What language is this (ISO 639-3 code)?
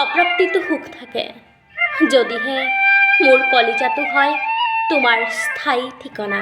asm